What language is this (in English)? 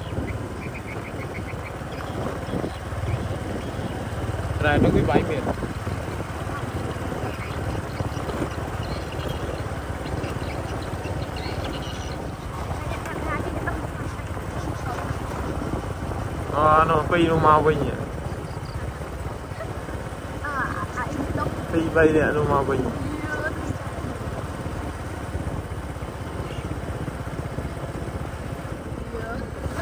Vietnamese